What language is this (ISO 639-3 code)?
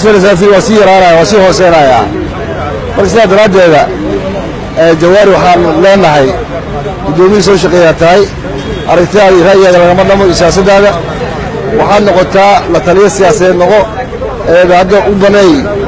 som